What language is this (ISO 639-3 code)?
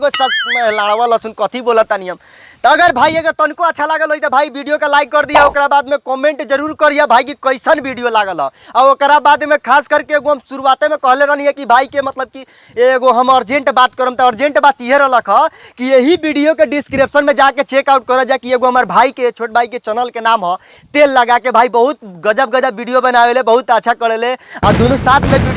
bho